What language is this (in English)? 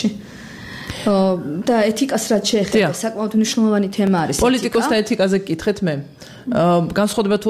Georgian